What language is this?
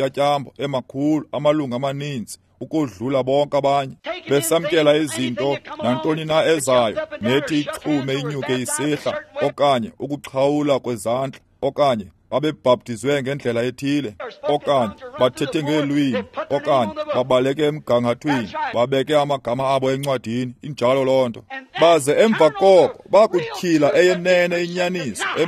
Xhosa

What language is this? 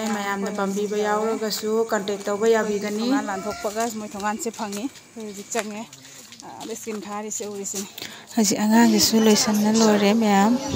Manipuri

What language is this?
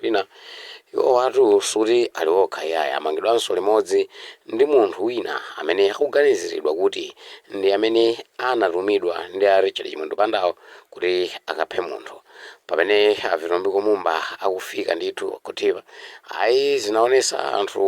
Nyanja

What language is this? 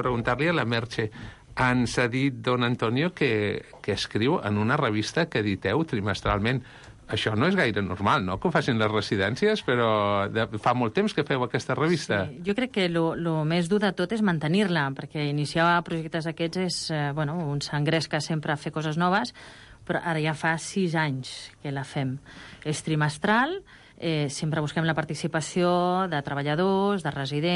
Catalan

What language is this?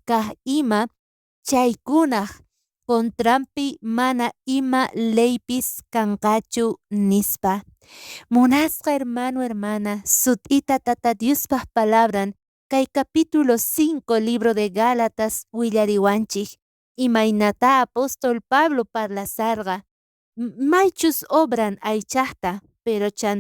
South Bolivian Quechua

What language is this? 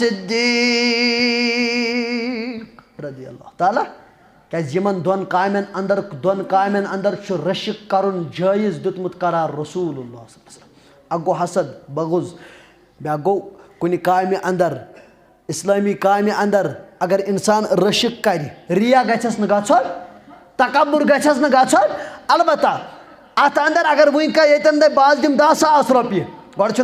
Kashmiri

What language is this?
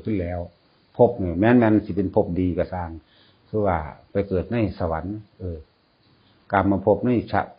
Northeastern Thai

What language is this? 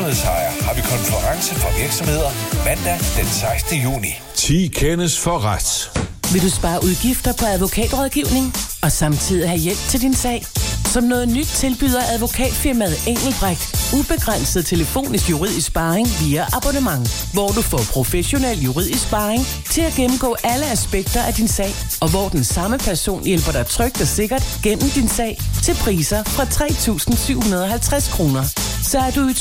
Danish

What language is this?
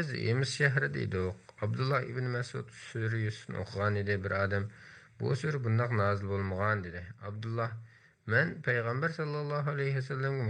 Uyghur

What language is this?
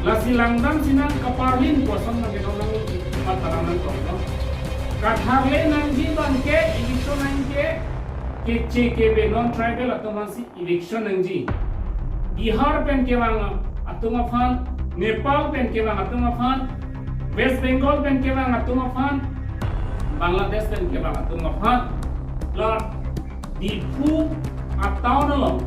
Karbi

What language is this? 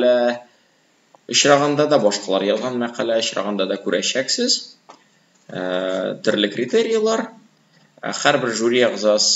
Tatar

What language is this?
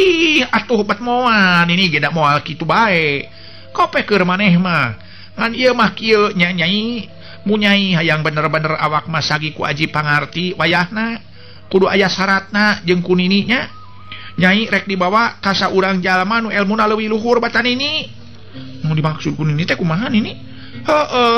Sundanese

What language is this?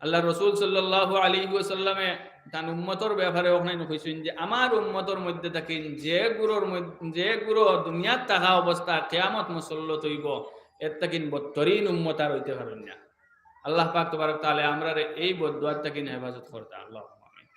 Sylheti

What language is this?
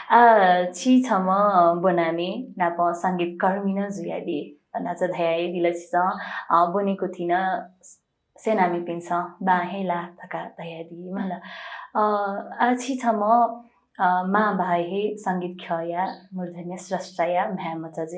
Newari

